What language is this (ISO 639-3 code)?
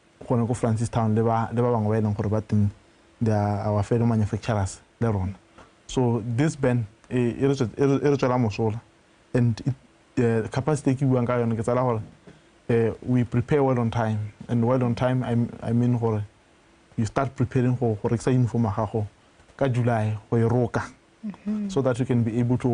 tsn